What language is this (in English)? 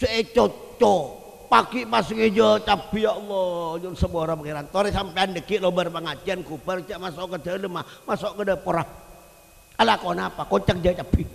Madurese